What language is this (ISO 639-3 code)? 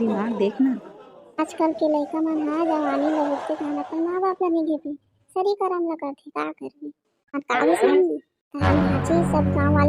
hne